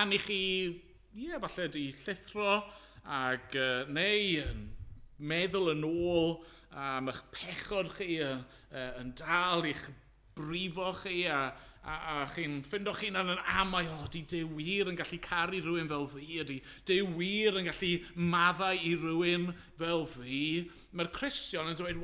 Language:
Welsh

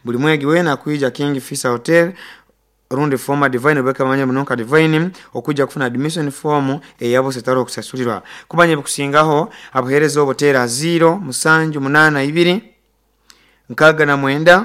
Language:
Nyoro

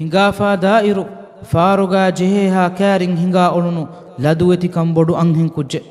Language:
Divehi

